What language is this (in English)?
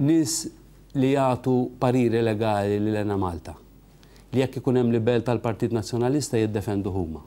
Maltese